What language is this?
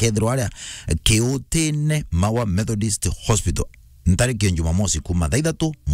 Meru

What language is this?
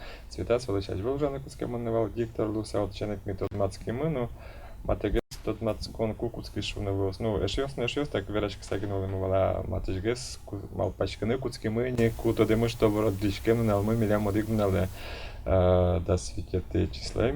Udmurt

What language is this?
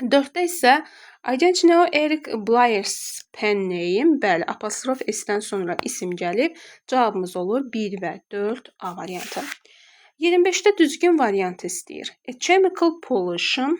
Azerbaijani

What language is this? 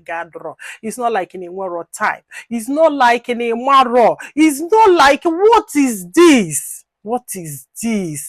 Igbo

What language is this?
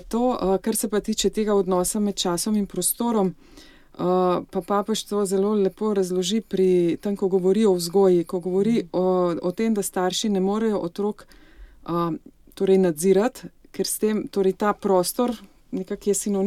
Slovenian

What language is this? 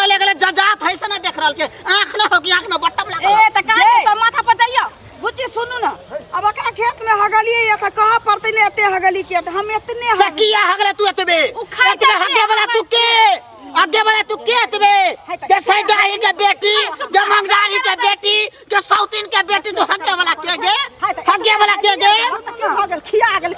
Maithili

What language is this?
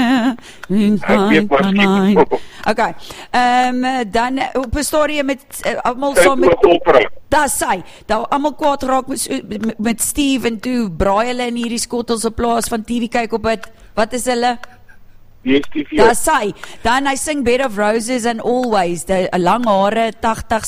Afrikaans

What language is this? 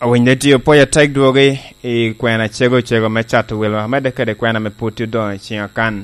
Lango (Uganda)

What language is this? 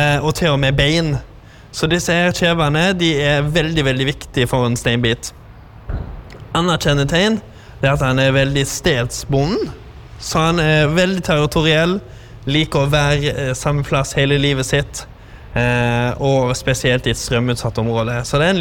Norwegian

